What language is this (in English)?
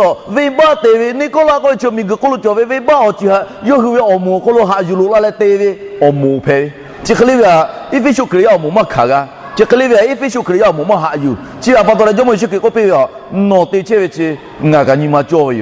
Lahu